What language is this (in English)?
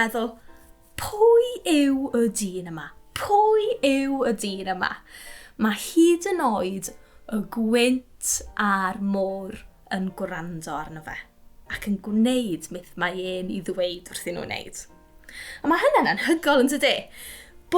Welsh